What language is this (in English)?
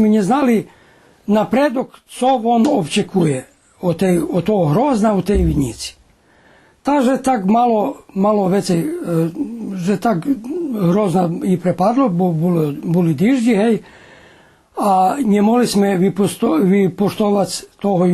Rusyn